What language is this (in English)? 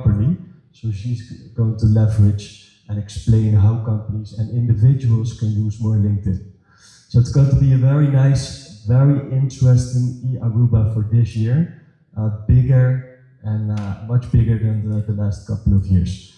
Papiamento